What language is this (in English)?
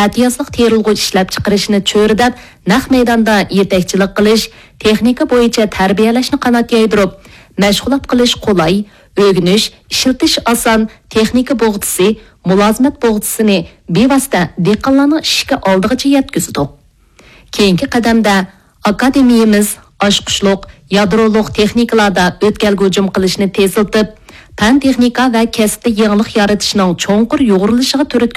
Uyghur